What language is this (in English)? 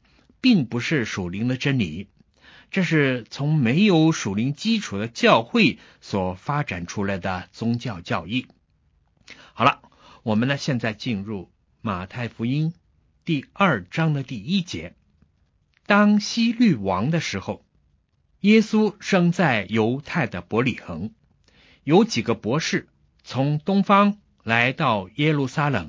Chinese